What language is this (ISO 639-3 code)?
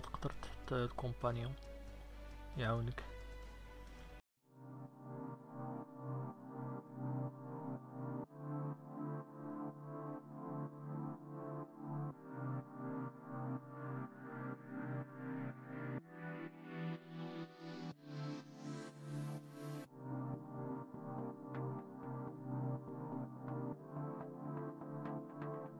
ary